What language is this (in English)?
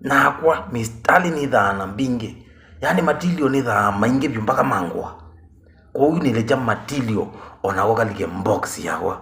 Kamba